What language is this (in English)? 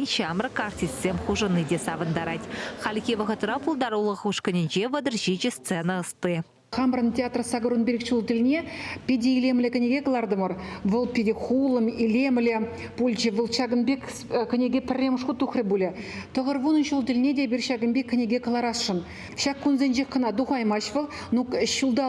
Chuvash